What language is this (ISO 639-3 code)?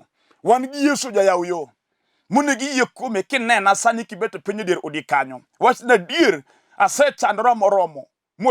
luo